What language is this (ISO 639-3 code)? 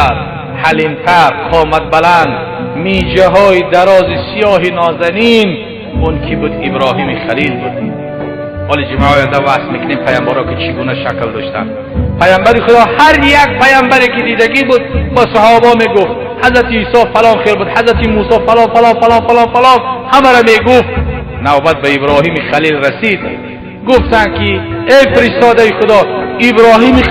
tgk